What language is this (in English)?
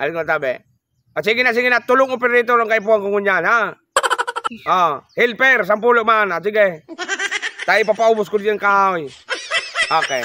Bikol